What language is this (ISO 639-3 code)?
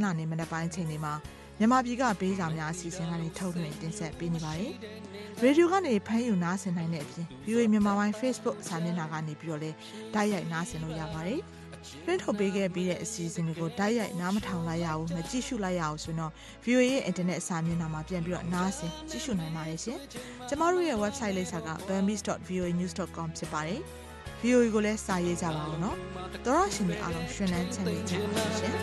mya